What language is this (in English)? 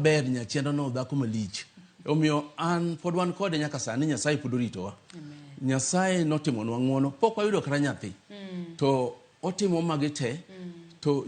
Luo (Kenya and Tanzania)